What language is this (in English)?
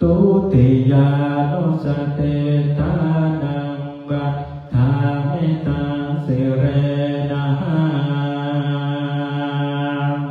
Pali